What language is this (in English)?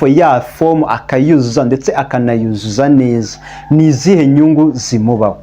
Kinyarwanda